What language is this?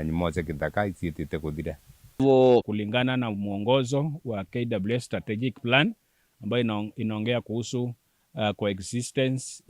Meru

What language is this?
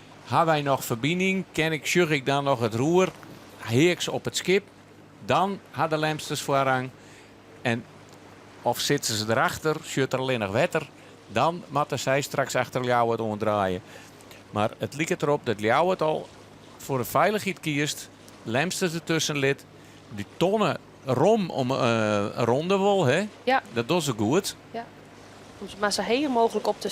Western Frisian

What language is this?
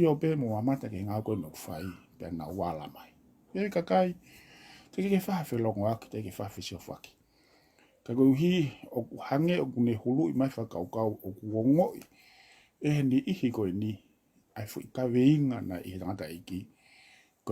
Tongan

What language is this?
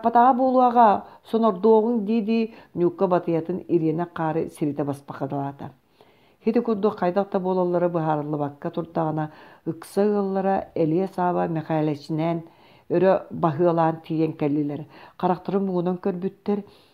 Yakut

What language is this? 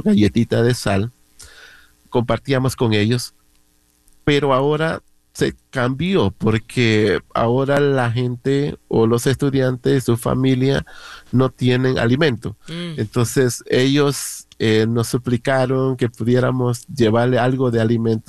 Spanish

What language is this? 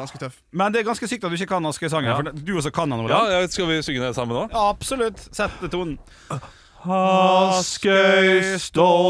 Norwegian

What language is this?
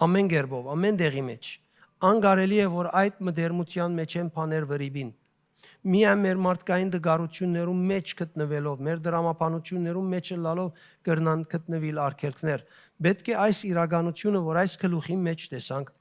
Western Armenian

